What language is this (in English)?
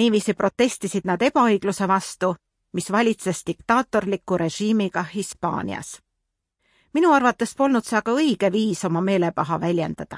Estonian